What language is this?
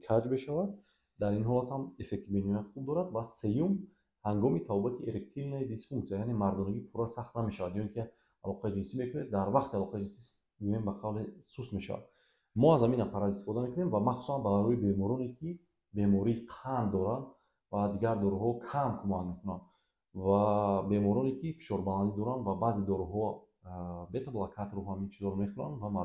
Tajik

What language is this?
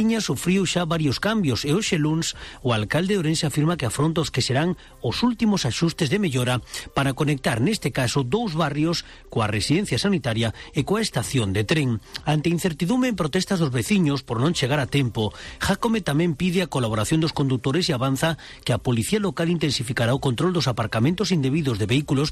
Galician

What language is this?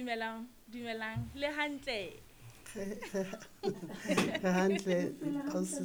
Southern Sotho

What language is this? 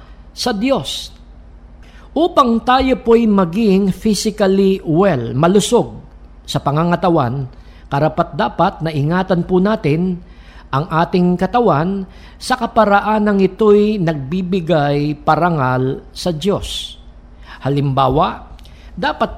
Filipino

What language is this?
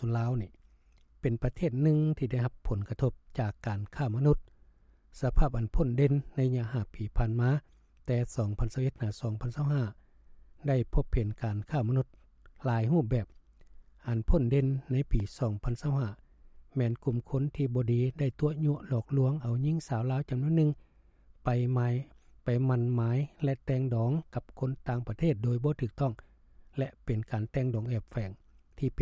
Lao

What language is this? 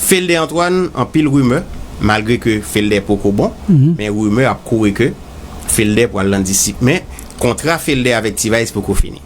Haitian Creole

